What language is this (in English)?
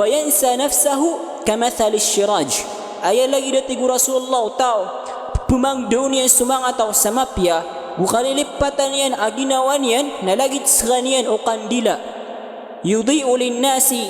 Maranao